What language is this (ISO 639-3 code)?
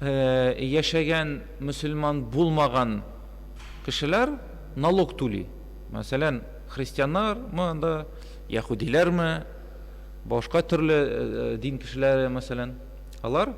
tat